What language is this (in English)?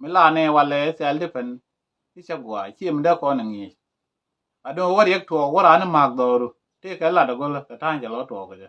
Nuer